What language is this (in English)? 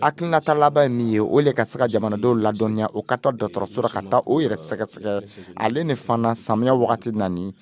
Dyula